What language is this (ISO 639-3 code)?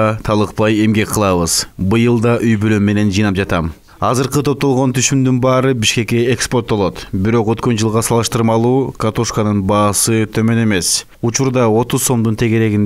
kir